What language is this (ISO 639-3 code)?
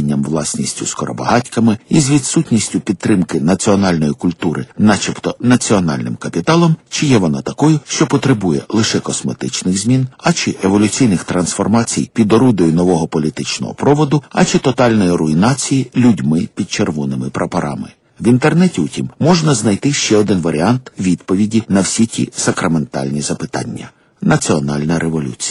ukr